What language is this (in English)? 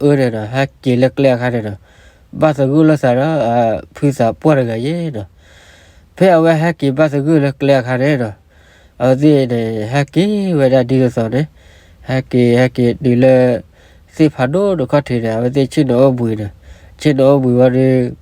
S'gaw Karen